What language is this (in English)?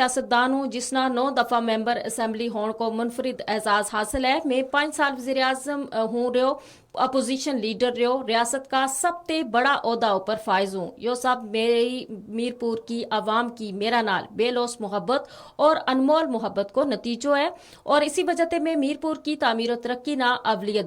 Gujari